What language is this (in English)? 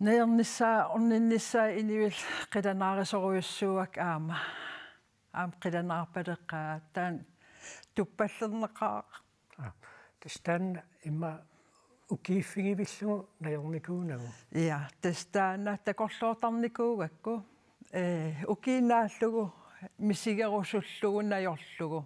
Kalaallisut